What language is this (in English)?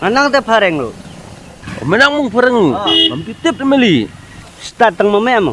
Khasi